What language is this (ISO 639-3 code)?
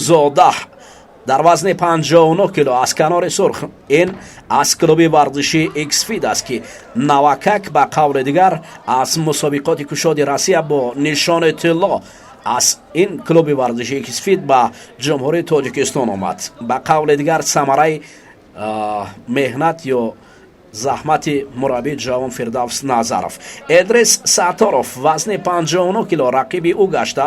tgk